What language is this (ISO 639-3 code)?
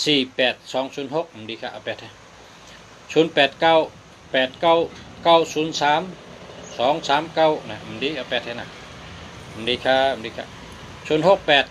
shn